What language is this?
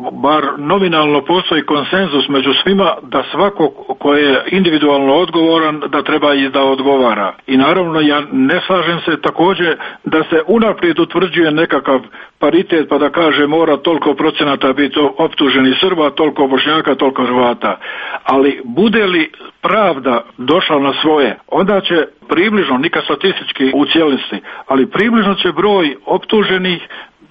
Serbian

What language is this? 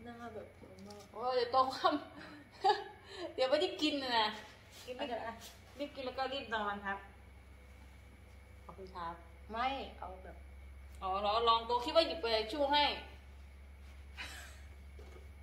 Thai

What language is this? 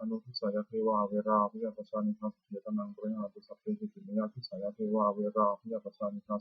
Pali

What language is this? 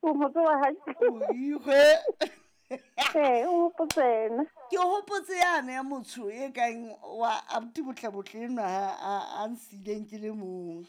Southern Sotho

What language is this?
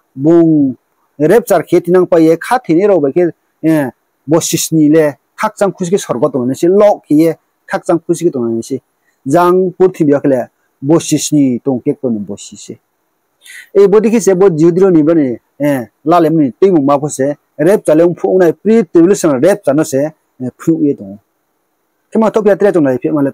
Riang (India)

